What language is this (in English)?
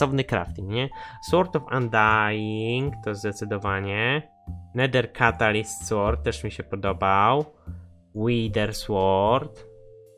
Polish